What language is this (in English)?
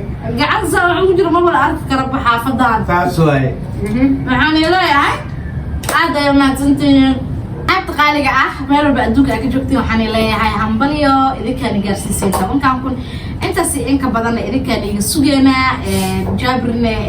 Somali